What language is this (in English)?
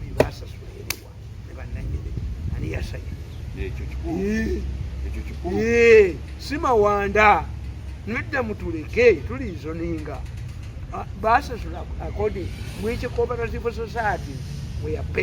Ganda